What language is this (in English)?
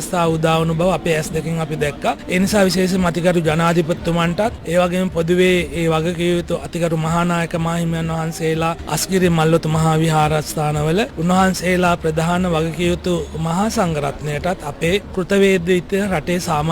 Sinhala